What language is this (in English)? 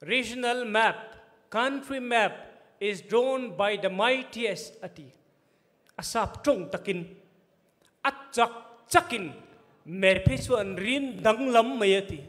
Falam Chin